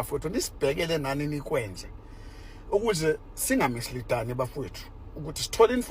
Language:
Zulu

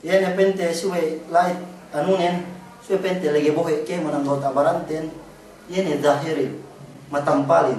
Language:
Yakan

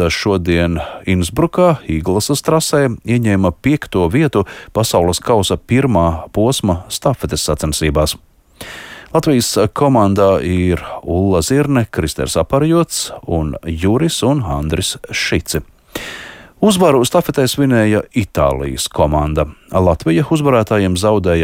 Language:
Latvian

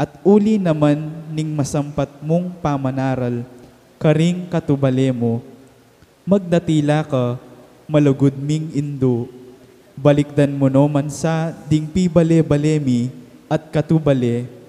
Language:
Pampanga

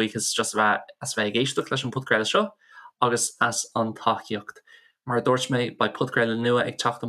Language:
Irish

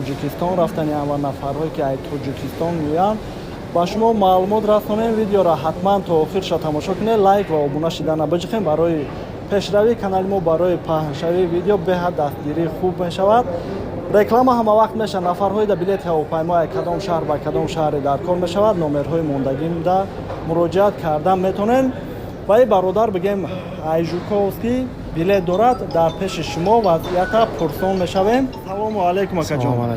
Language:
Tajik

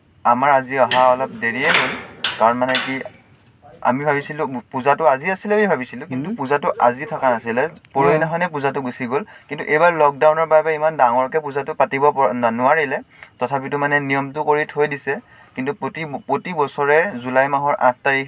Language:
Assamese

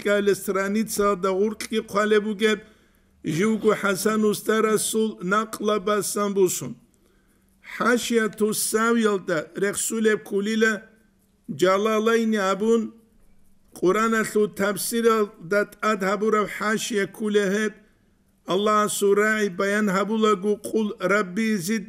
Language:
Avaric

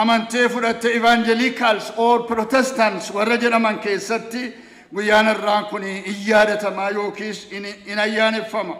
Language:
Oromo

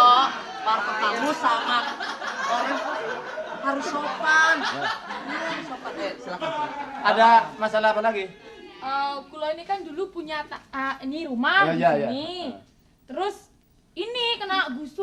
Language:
Betawi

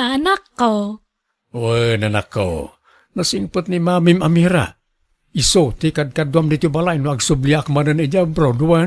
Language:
Iloko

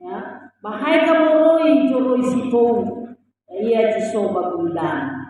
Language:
Nias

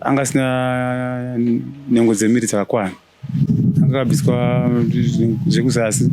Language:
Shona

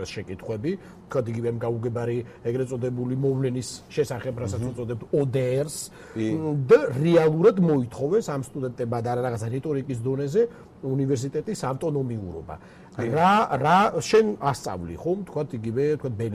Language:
Georgian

